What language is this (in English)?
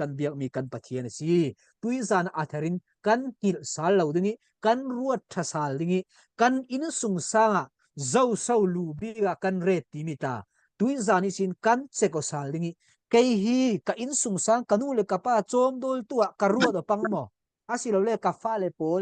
Falam Chin